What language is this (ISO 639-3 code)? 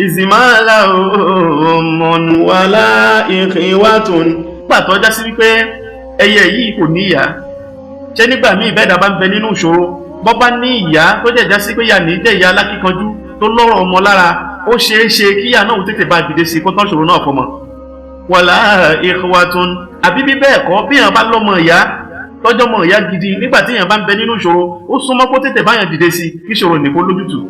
yor